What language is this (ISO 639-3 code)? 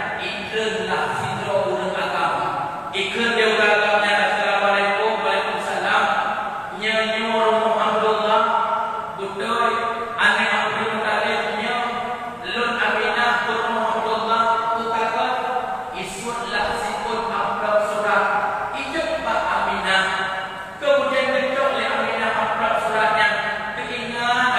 ace